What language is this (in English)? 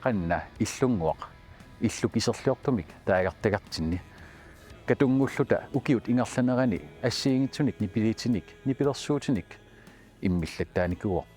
Kalaallisut